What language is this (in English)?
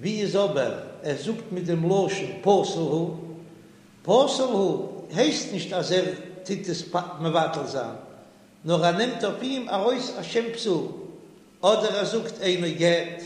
Yiddish